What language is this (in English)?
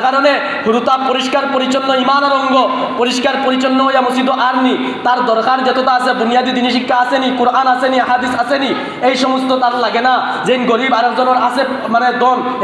Sylheti